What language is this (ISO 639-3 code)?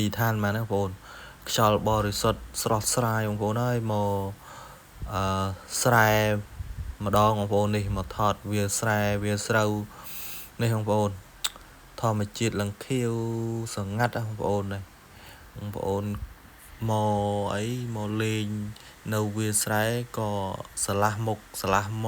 khm